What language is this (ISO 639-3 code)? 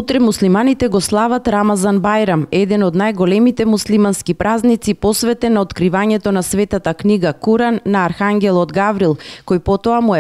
mkd